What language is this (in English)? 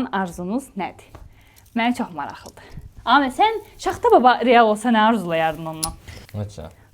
Azerbaijani